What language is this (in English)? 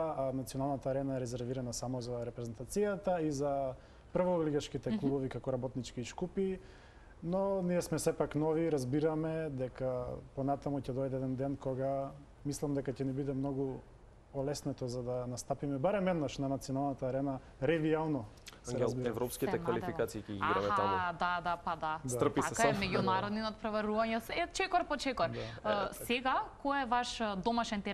Macedonian